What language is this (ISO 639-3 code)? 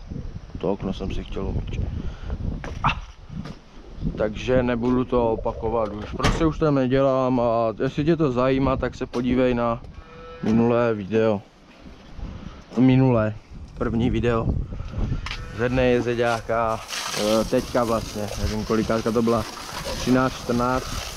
ces